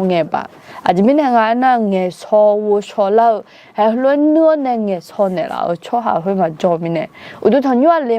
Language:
Akha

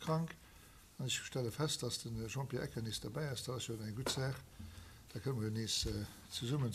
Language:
Luxembourgish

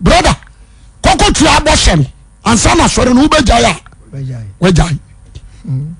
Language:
Akan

